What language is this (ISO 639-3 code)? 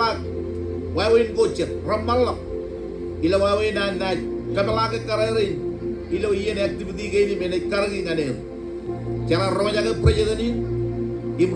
mah